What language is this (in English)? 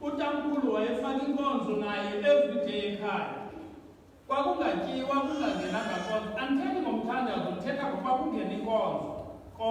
Xhosa